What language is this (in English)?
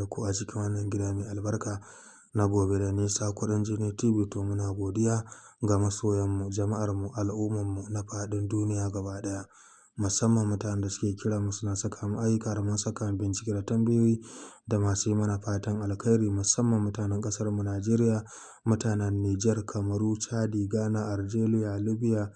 Hausa